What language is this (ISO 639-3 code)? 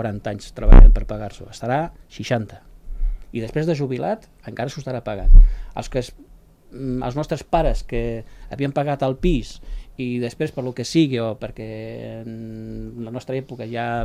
cat